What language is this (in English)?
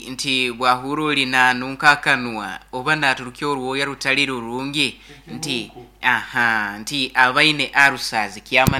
Nyoro